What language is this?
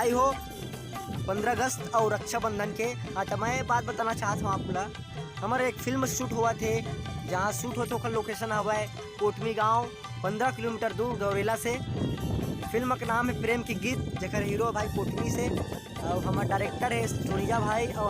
Chhattisgarhi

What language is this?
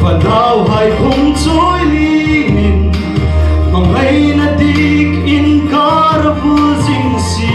Hmar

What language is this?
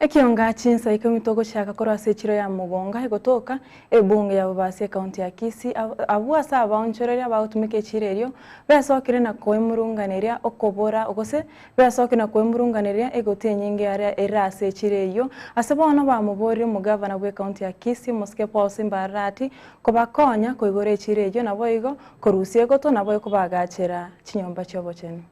Gusii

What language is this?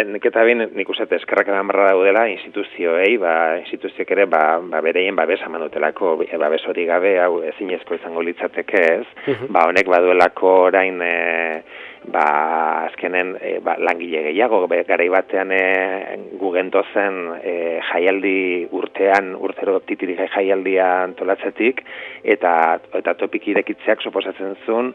Basque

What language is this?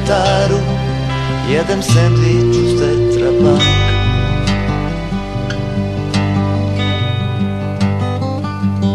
Croatian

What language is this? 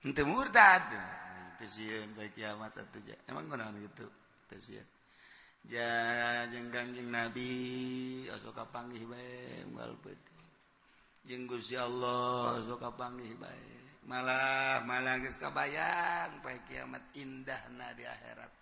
Sundanese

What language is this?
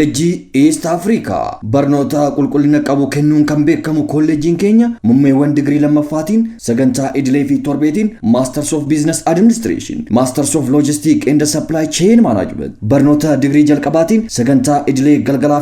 Oromo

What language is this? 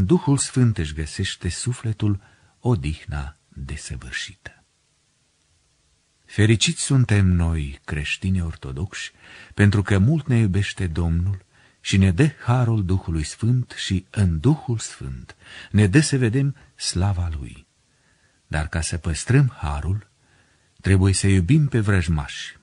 Romanian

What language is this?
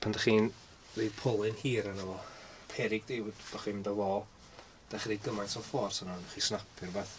Welsh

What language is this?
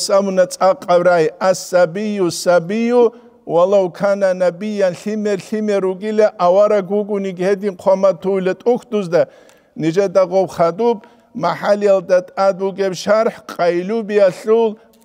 Avaric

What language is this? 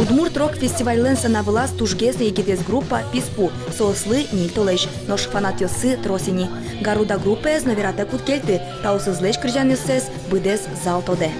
Udmurt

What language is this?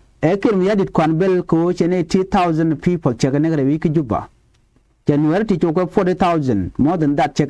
Nuer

